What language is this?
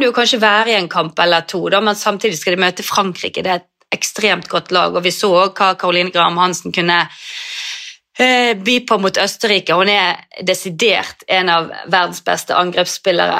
Norwegian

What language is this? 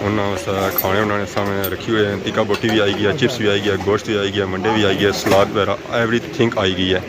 Pahari-Potwari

